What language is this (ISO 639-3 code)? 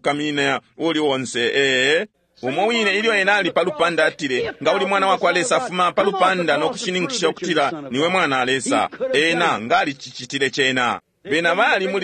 bem